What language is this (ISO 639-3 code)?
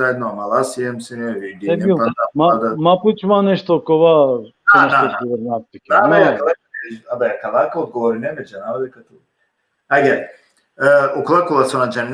rmn